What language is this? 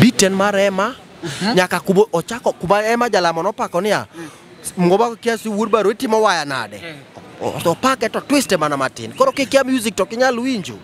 Luo (Kenya and Tanzania)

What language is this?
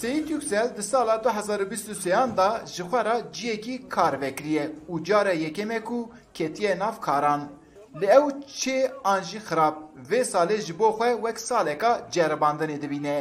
Kurdish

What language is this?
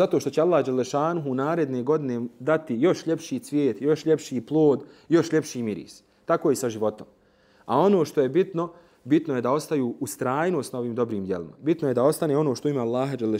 Bosnian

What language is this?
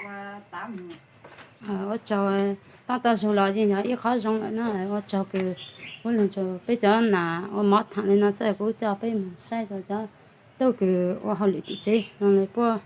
Hmong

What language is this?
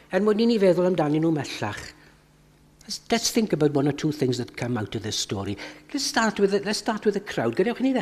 Welsh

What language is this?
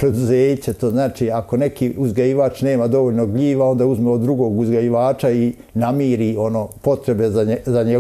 Bosnian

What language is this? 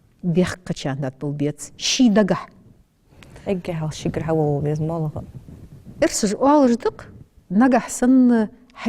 Ingush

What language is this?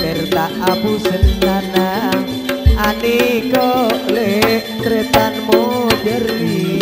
Madurese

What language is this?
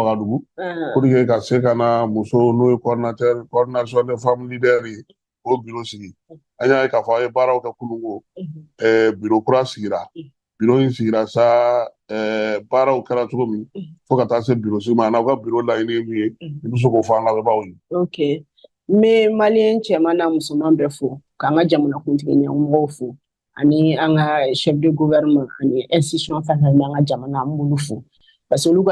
Bambara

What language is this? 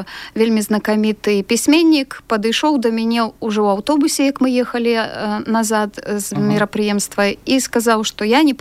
Belarusian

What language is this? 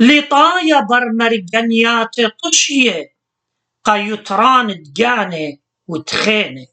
Assyrian Neo-Aramaic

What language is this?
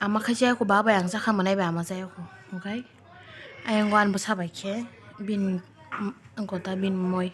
Kok Borok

